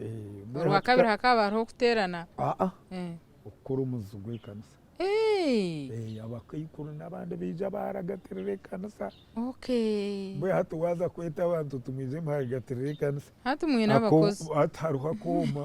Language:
Nyankole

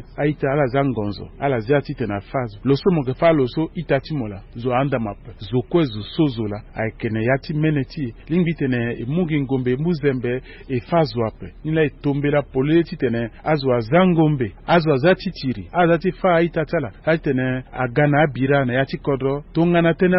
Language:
Sango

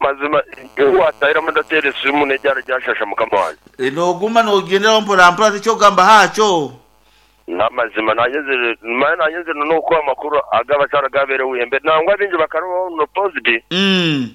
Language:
Nyankole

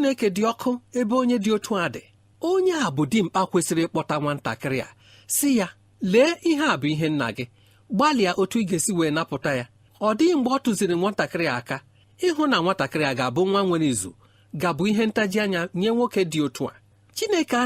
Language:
Igbo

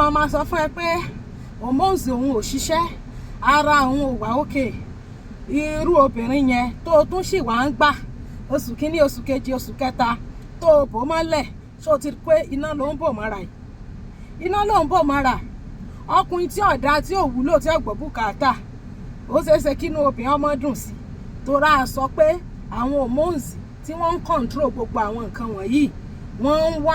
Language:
Yoruba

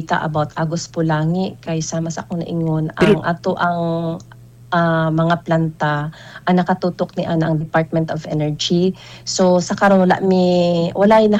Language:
Cebuano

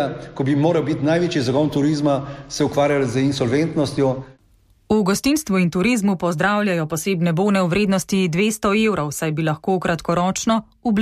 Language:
Slovenian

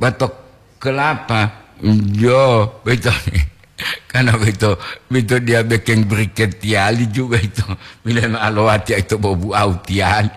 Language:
Gorontalo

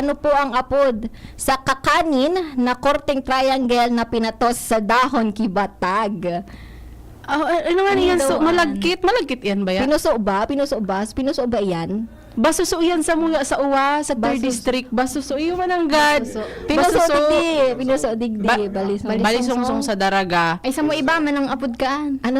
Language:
Bikol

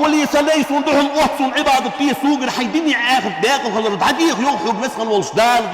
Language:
Ingush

